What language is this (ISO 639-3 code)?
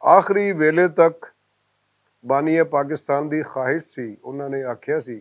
lah